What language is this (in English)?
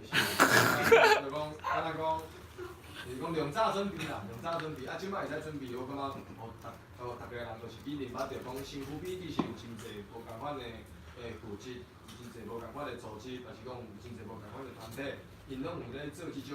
Min Nan Chinese